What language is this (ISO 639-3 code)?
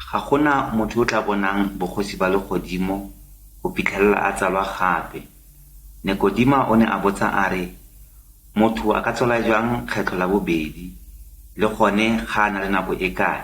tsn